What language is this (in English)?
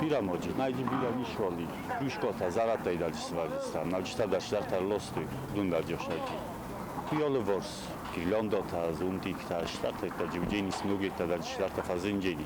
Ossetic